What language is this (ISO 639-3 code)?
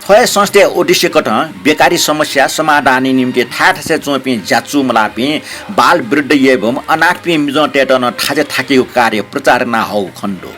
new